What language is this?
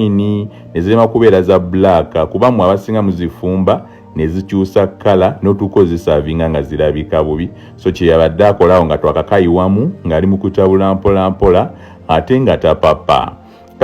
Ganda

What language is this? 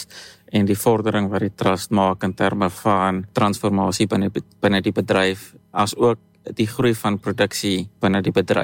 Afrikaans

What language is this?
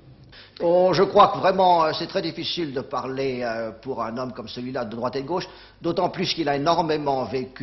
French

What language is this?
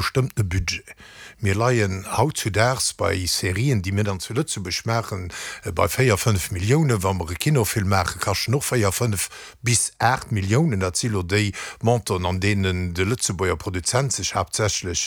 Luxembourgish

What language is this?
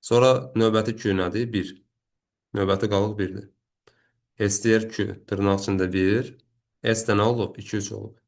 Azerbaijani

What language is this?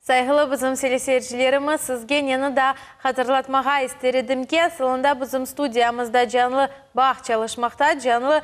Crimean Tatar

